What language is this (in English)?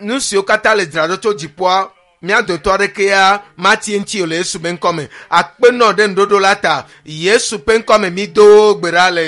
Ewe